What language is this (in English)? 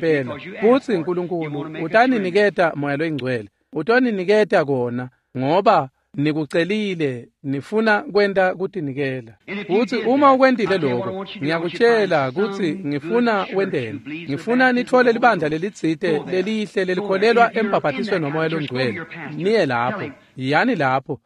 Swati